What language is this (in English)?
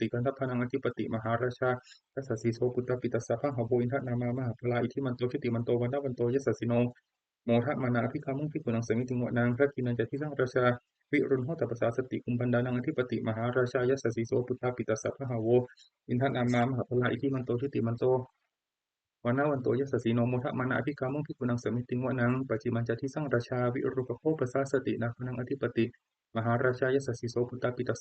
Pali